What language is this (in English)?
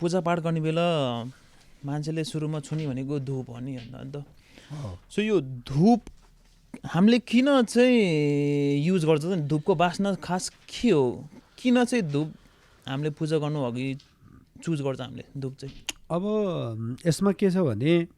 Nepali